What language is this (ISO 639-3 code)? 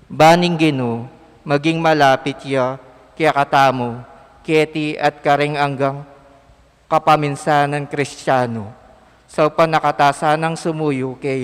pam